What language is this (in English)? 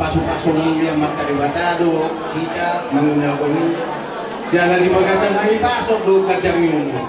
Batak Toba